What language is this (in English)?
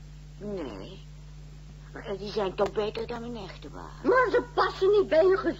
Dutch